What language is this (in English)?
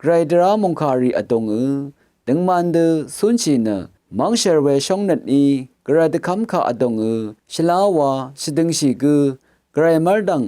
Rawang